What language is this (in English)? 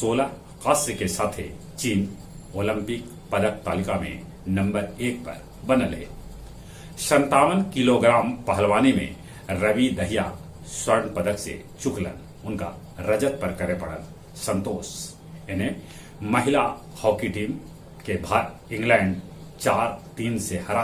Magahi